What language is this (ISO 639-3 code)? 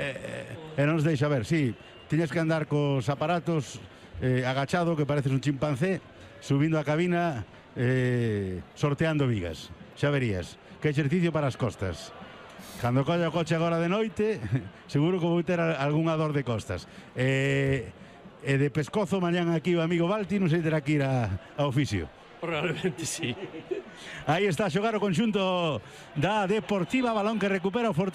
glg